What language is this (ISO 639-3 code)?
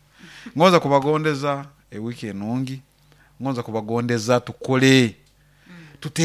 nyo